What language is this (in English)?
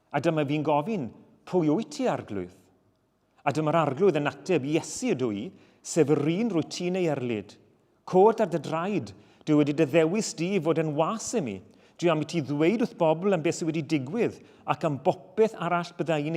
Welsh